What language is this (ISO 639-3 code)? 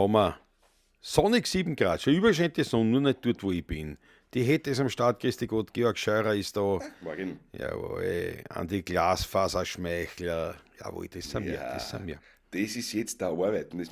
bar